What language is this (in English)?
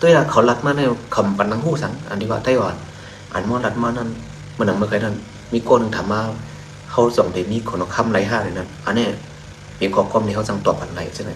Shan